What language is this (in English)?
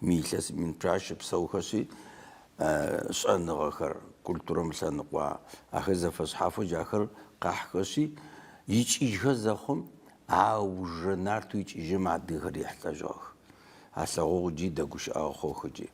Adyghe